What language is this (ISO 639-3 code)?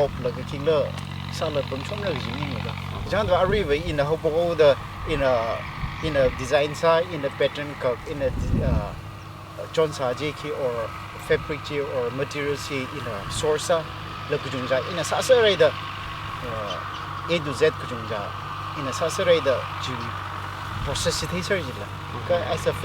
nmf